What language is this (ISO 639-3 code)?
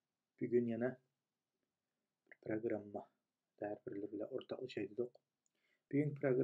uig